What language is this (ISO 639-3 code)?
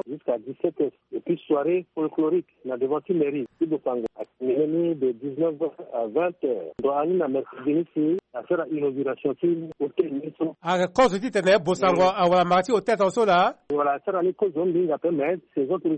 sag